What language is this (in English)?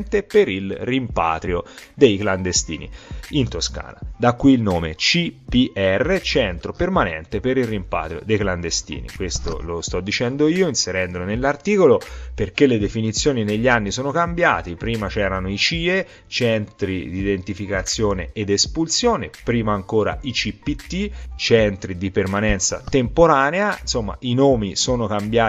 Italian